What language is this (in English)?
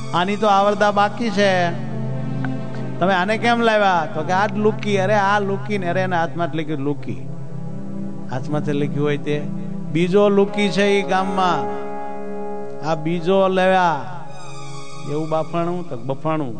Gujarati